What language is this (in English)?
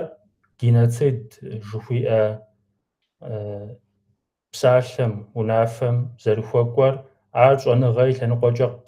Kabardian